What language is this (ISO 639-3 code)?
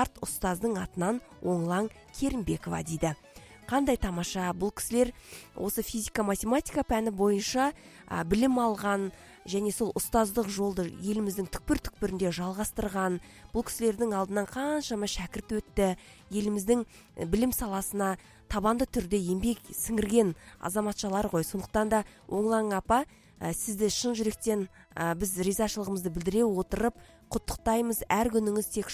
kaz